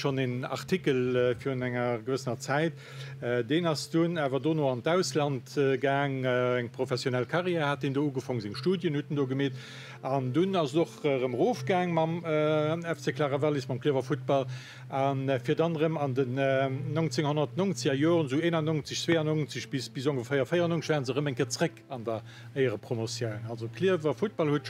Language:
Luxembourgish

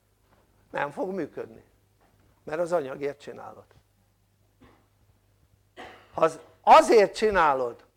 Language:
Hungarian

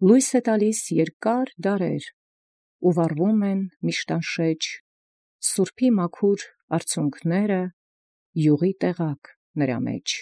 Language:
Armenian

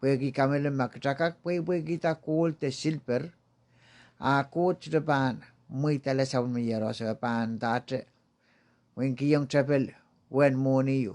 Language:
Pohnpeian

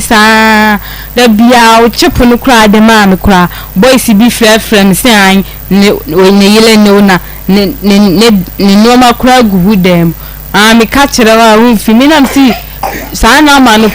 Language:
Akan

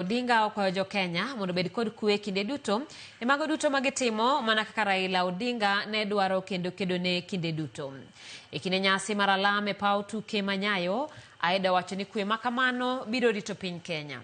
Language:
Luo (Kenya and Tanzania)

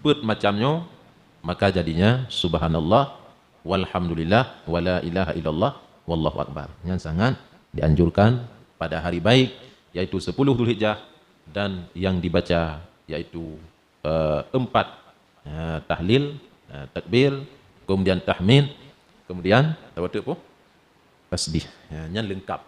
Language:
Achinese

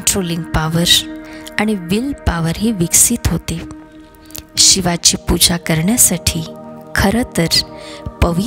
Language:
Marathi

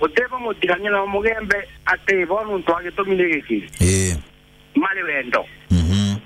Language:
Meru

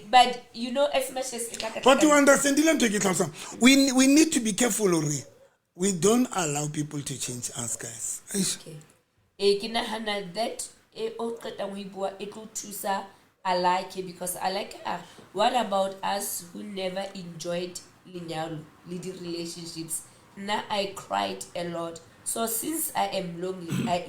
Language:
Southern Sotho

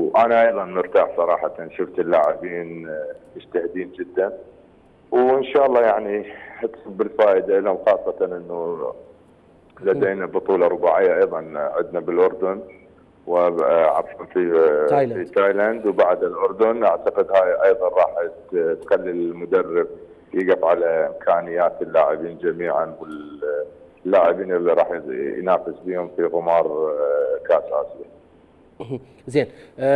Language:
Mesopotamian Arabic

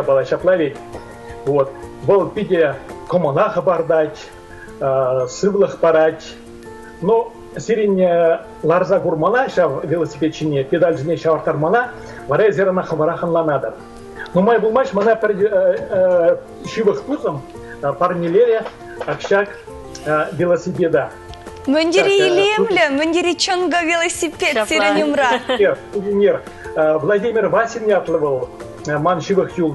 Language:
Chuvash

